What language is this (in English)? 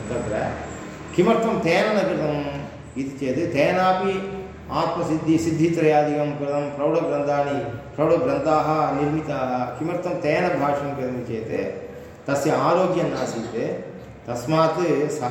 Sanskrit